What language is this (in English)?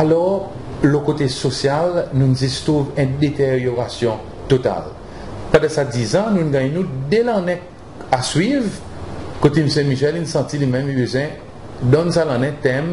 Seselwa Creole French